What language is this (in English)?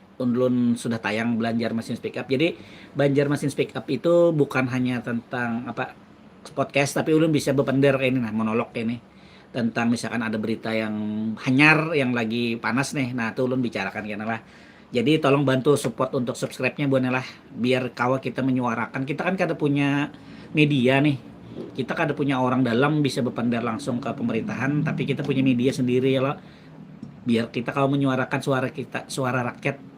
Banjar